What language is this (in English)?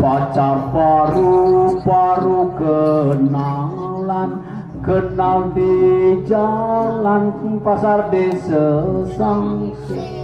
Balinese